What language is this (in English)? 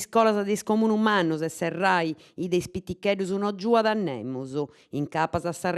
Sardinian